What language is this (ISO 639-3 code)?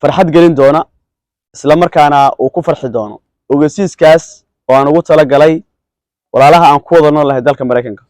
som